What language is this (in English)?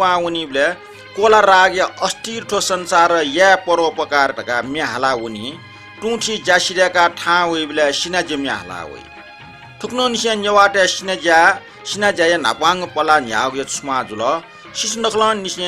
Newari